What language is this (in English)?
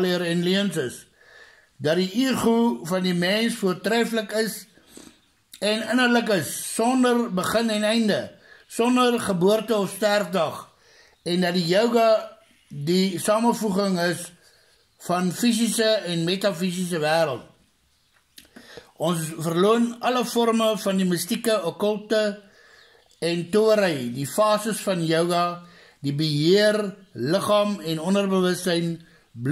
Afrikaans